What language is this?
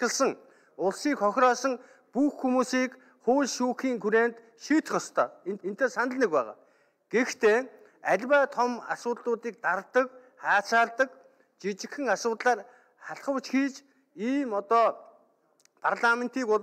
Mongolian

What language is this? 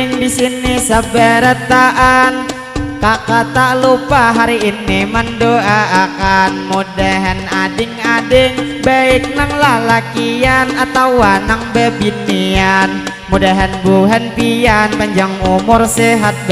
Banjar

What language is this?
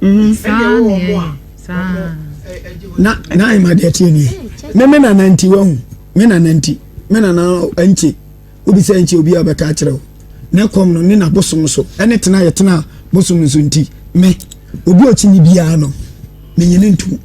Akan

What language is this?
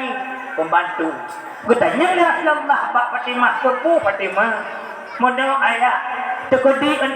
Achinese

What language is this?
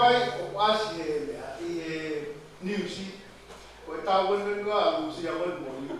Tongan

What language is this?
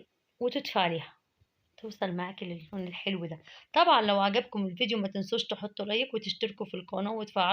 Egyptian Arabic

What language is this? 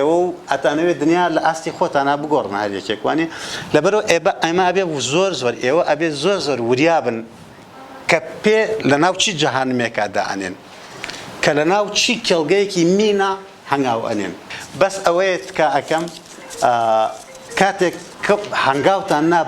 Central Kurdish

